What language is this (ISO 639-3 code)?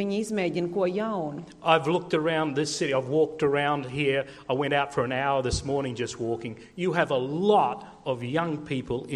lav